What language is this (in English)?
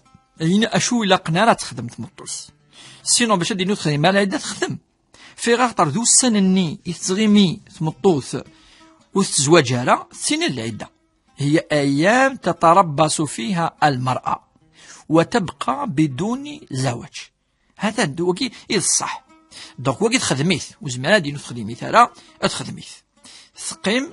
Kabyle